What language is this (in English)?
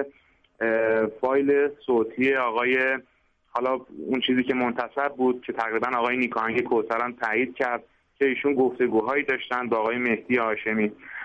Persian